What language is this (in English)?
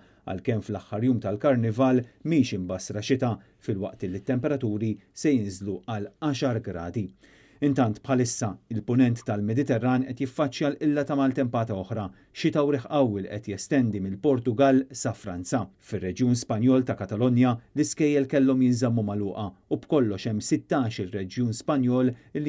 Maltese